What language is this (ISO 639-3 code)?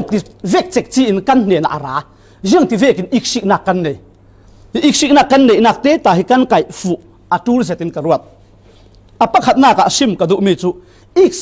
cfm